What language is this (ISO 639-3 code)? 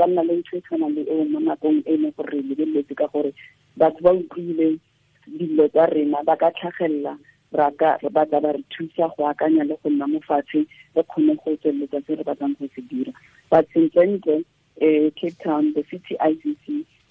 tsn